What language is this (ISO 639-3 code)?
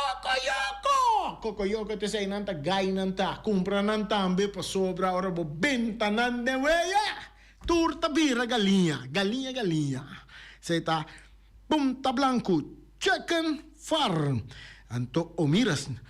pap